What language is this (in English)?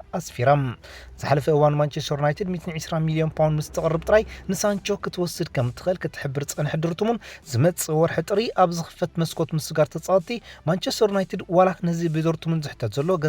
Tigrinya